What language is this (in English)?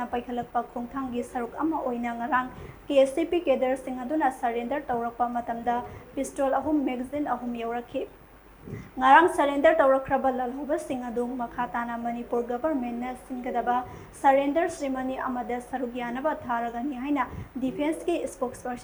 Manipuri